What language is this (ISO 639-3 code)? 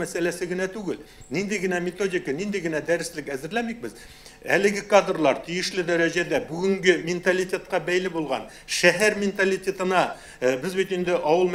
tat